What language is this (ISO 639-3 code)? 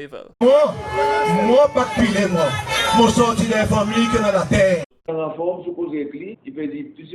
crs